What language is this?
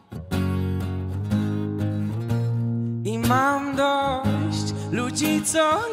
Polish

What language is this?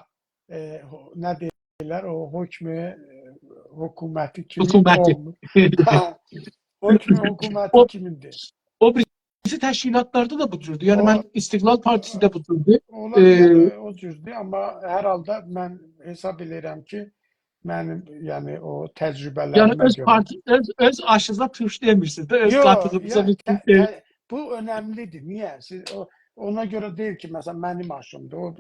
South Azerbaijani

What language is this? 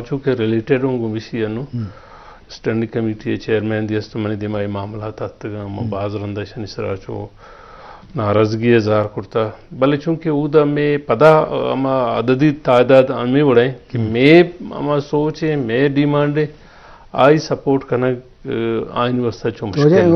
Eastern Balochi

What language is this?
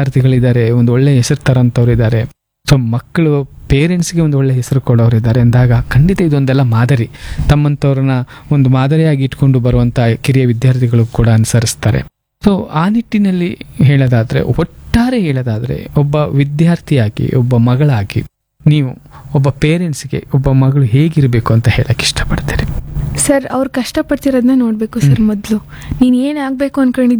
Kannada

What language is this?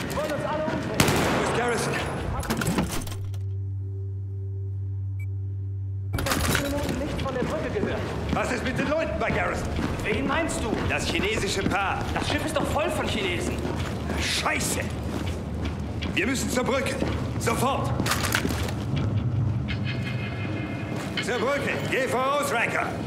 German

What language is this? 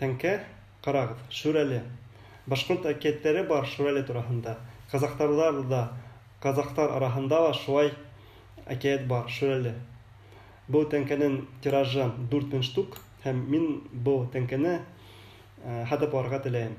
Bashkir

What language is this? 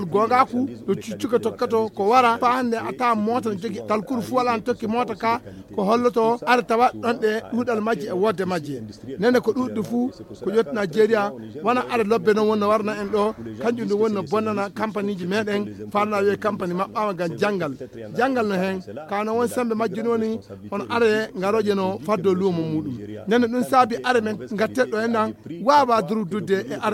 Fula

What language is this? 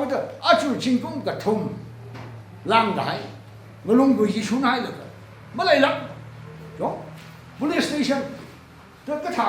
Tangkhul Naga (India)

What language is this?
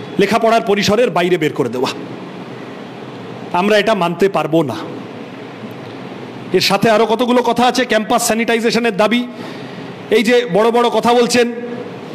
Bangla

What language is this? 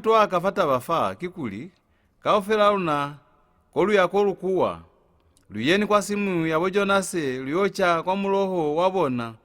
Lozi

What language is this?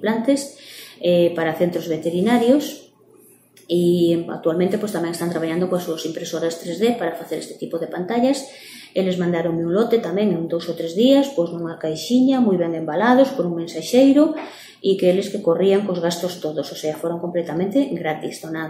Galician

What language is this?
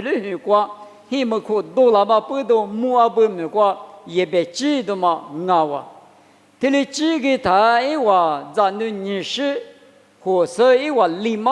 Lisu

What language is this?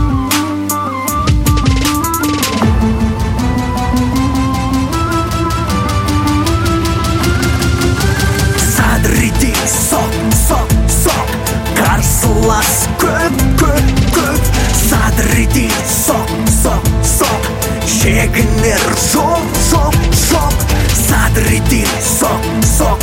Kazakh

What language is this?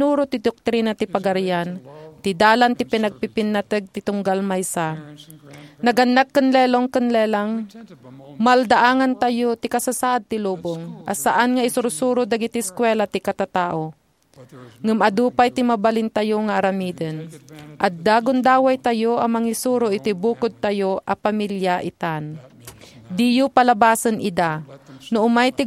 Iloko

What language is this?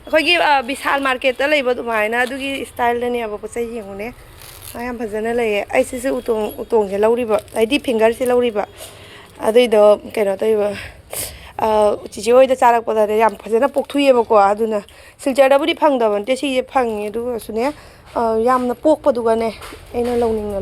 Manipuri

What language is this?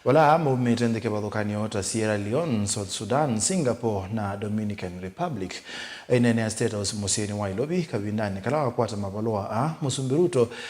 Kamba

